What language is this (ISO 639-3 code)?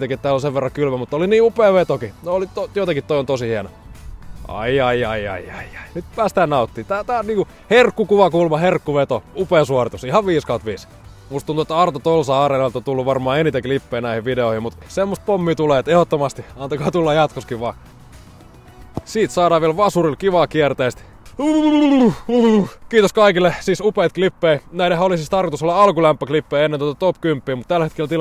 fin